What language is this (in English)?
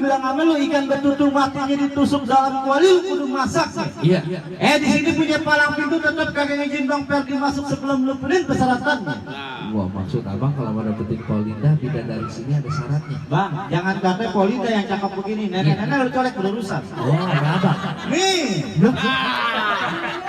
Betawi